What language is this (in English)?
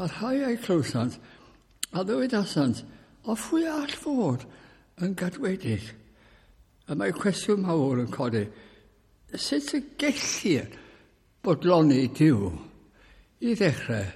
Welsh